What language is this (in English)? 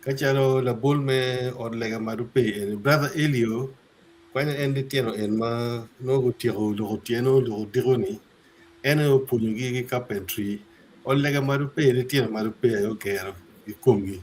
Acoli